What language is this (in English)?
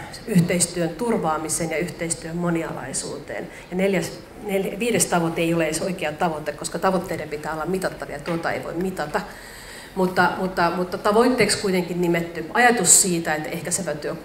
Finnish